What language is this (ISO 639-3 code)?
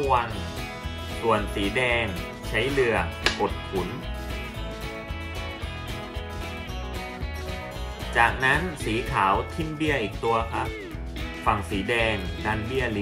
tha